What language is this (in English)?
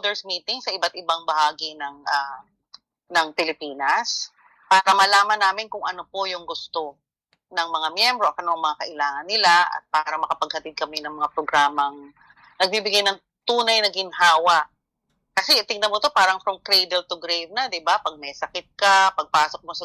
Filipino